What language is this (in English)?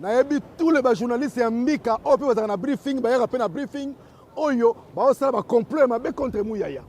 Lingala